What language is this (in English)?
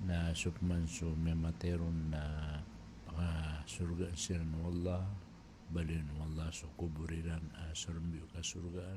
Maranao